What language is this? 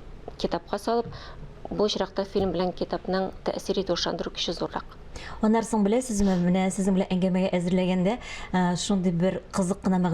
Tatar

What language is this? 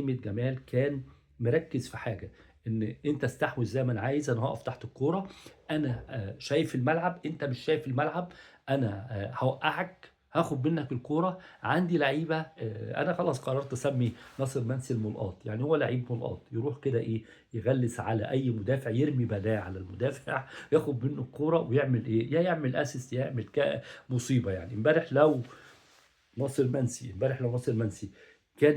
Egyptian Arabic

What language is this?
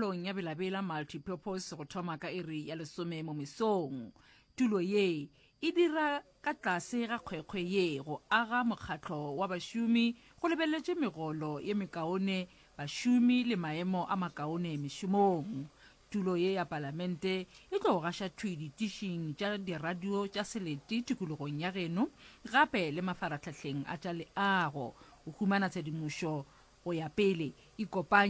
Northern Sotho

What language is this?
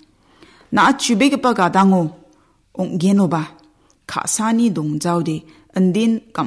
Garo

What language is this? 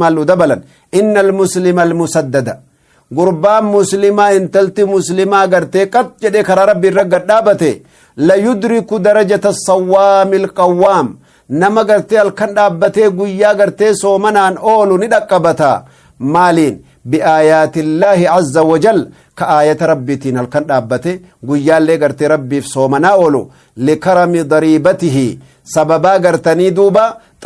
Oromo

